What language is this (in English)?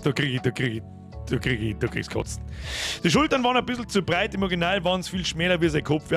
Bavarian